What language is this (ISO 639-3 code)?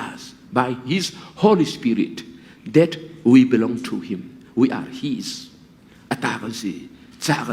cnh